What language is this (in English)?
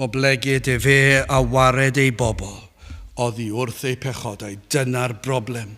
Welsh